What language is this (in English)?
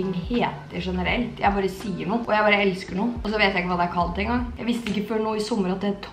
Norwegian